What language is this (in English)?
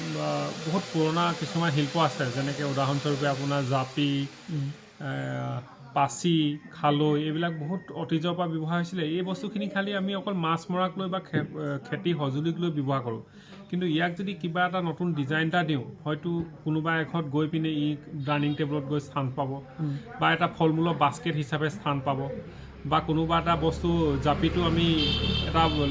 Assamese